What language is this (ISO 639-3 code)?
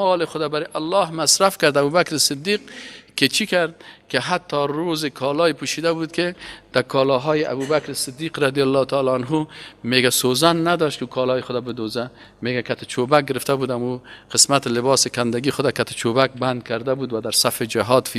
fas